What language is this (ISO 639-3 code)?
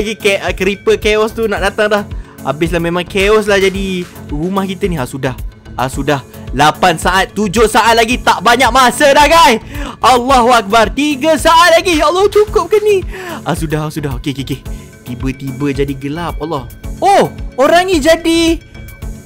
msa